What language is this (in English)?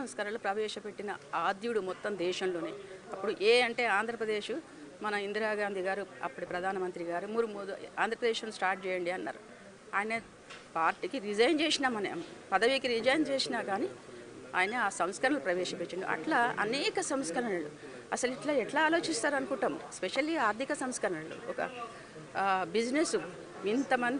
Telugu